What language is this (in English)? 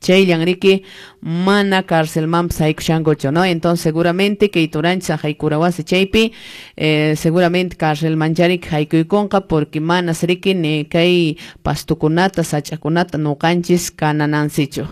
Quechua